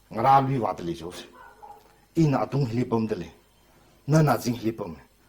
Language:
Tangkhul Naga (India)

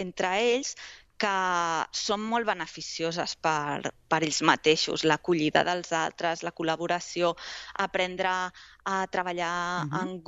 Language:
Catalan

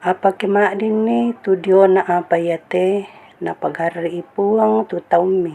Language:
Toraja-Sa'dan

